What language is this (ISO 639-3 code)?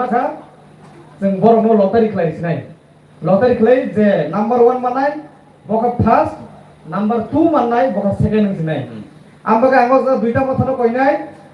trp